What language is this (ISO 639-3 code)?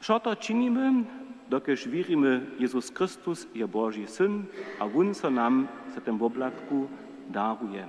hsb